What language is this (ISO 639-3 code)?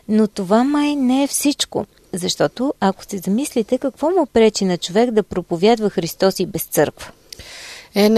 bul